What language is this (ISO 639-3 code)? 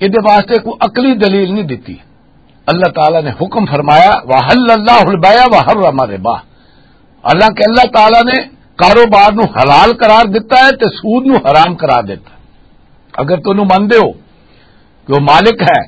lah